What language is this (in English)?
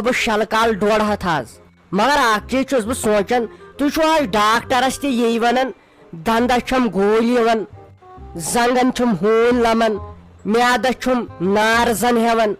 Kashmiri